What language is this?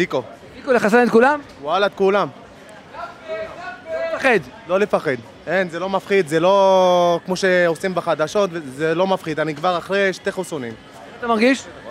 Hebrew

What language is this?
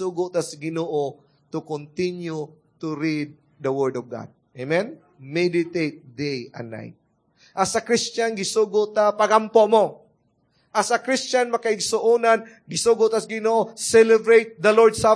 Cebuano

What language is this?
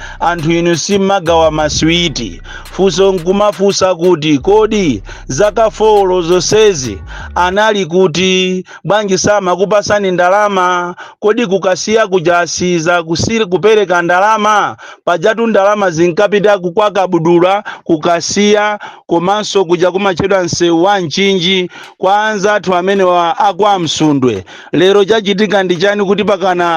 Nyanja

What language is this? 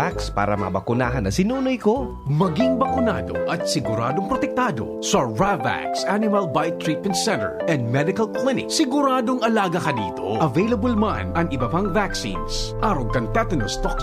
Bikol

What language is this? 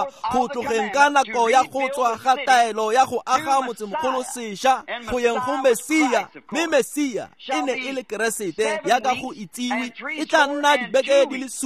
Tswana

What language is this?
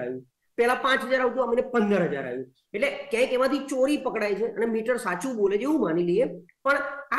Gujarati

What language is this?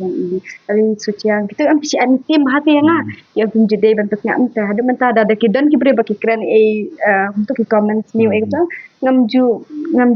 Khasi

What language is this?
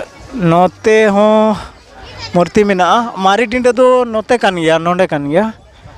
Santali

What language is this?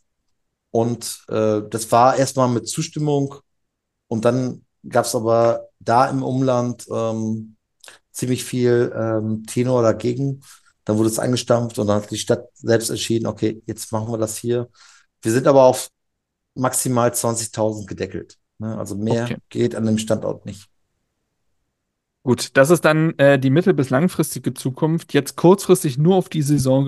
German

